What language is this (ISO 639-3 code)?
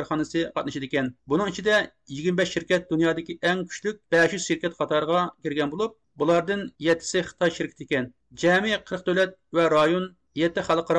uig